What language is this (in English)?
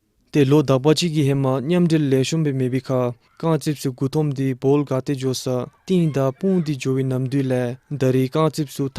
Dzongkha